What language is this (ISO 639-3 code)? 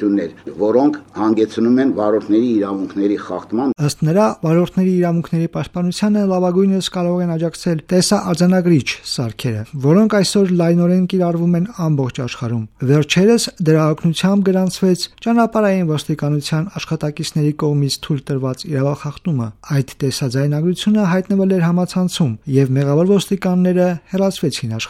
hye